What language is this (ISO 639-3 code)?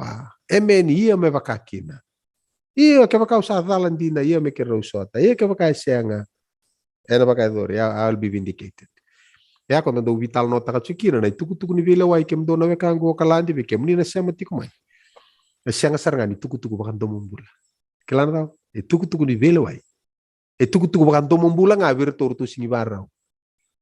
fij